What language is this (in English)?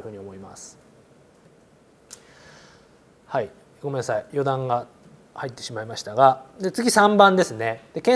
Japanese